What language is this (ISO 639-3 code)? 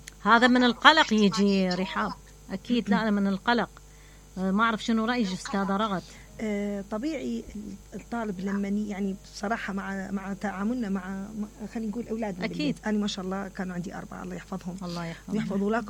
acm